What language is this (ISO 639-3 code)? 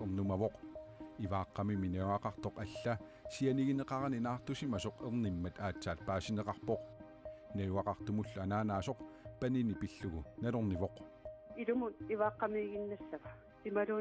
kal